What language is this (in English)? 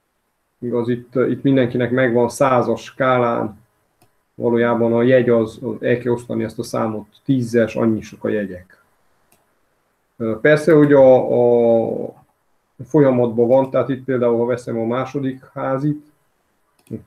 Hungarian